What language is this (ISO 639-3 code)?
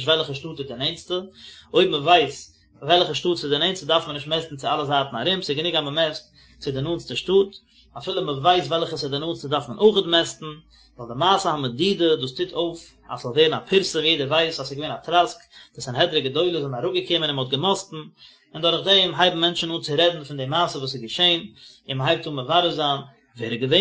yid